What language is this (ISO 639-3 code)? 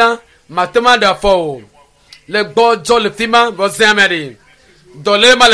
ewe